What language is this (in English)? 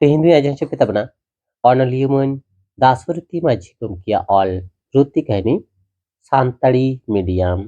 Santali